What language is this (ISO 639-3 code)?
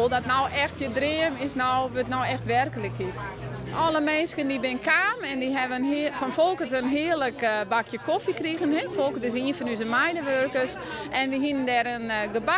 fry